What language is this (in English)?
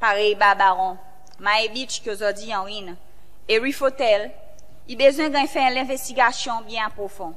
Seselwa Creole French